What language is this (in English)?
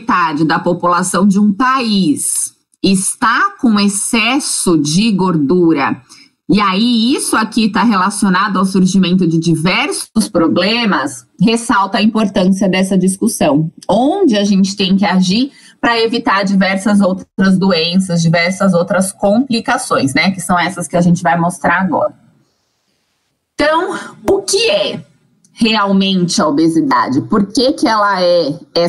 Portuguese